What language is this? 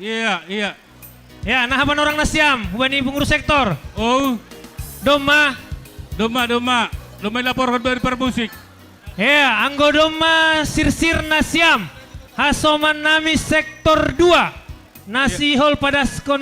Batak Simalungun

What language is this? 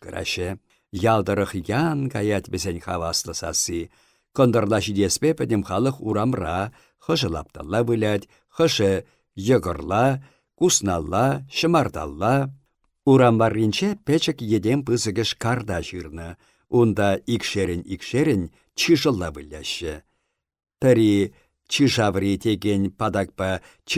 Chuvash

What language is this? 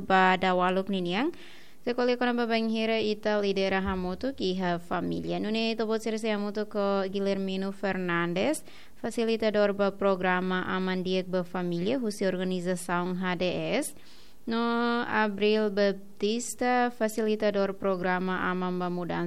Tetum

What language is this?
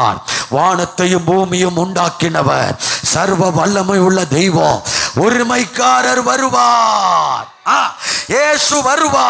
Tamil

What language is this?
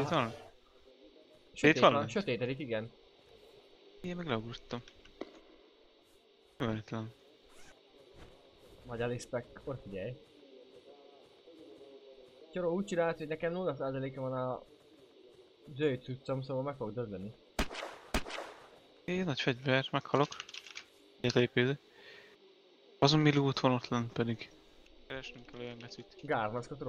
Hungarian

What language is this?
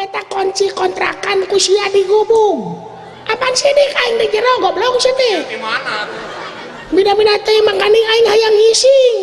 Sundanese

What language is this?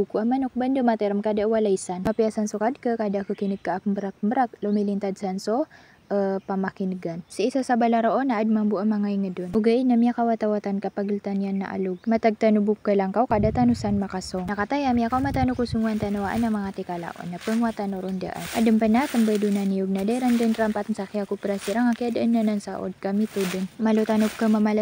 Maranao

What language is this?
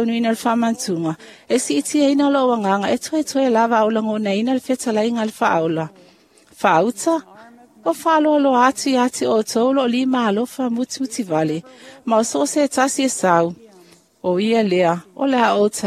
Samoan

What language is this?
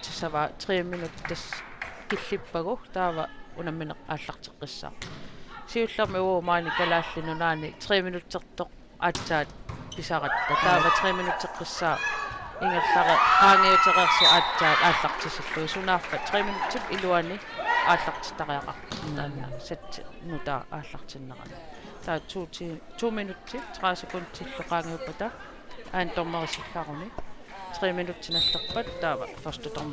Kalaallisut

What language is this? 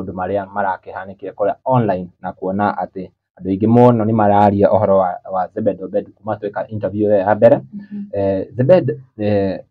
Kikuyu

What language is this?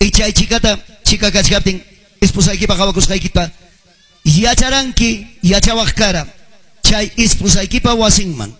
Ayacucho Quechua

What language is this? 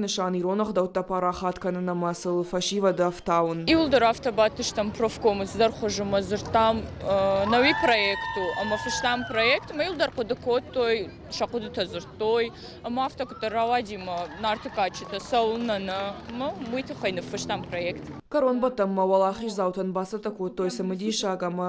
Ossetic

